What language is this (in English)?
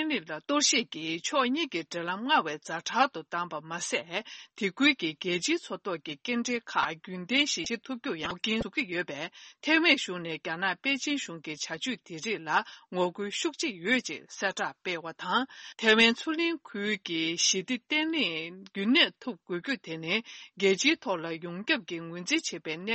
Tibetan